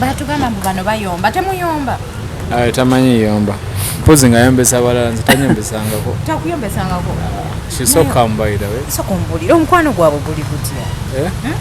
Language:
Ganda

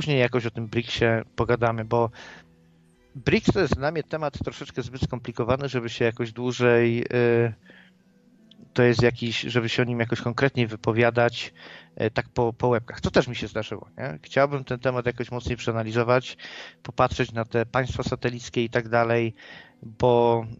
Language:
Polish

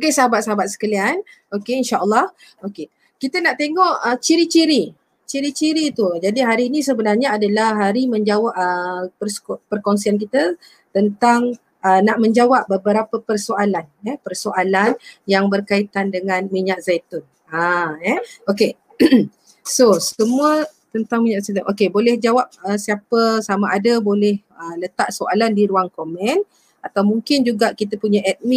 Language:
Malay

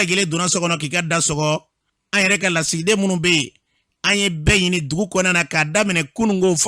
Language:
Bambara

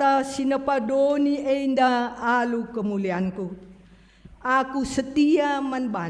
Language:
Batak Karo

